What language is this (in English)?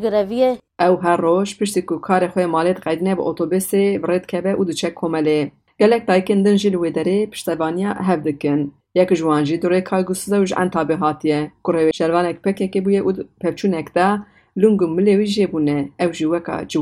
Kurdish